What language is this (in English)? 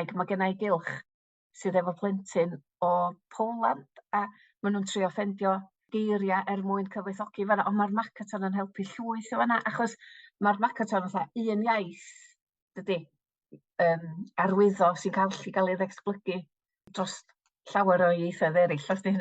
Welsh